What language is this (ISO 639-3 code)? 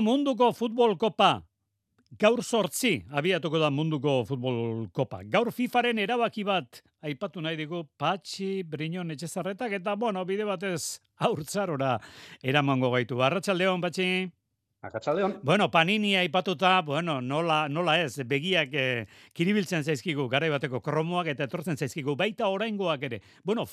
eus